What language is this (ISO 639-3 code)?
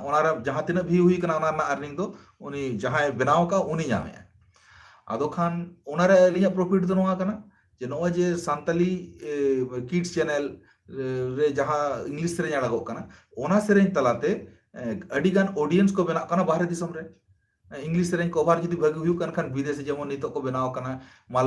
sat